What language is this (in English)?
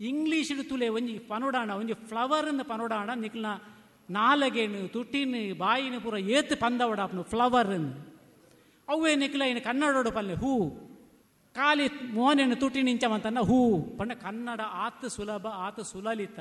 Tulu